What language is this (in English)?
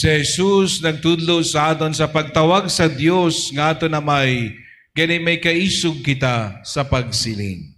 Hiligaynon